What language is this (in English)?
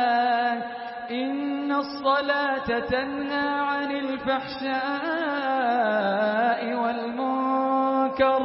Arabic